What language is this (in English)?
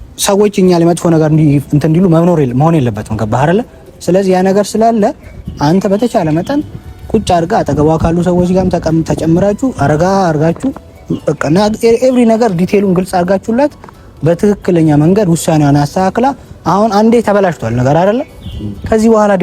Amharic